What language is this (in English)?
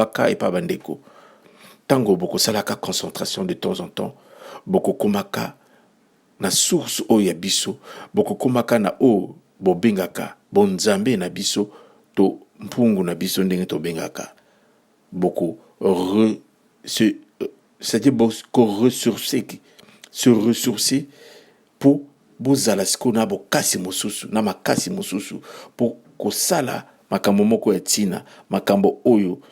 Lingala